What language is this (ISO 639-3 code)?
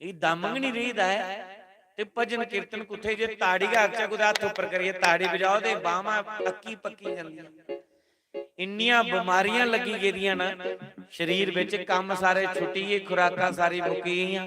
doi